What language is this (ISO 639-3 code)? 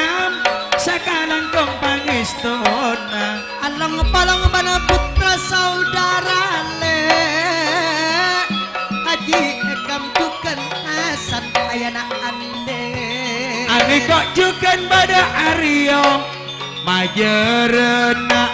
mad